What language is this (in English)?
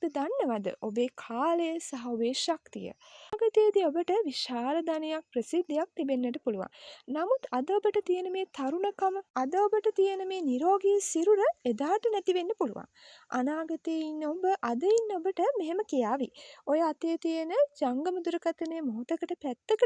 Sinhala